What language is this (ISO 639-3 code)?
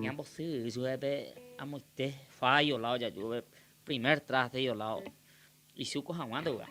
grn